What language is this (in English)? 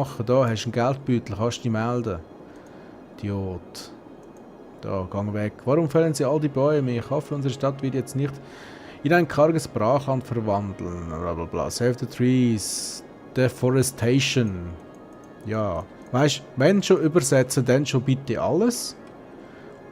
Swiss German